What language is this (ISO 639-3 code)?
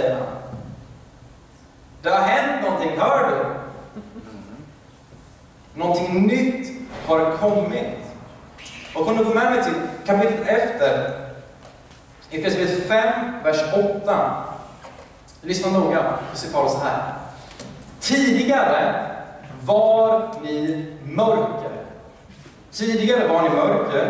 swe